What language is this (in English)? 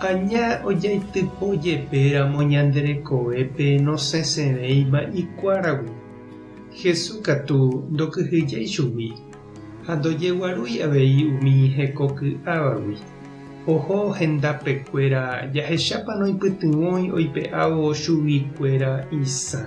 Guarani